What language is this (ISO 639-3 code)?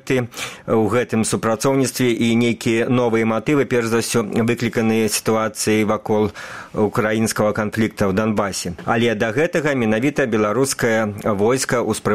bel